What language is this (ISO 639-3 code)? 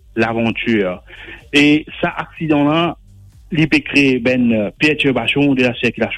mfe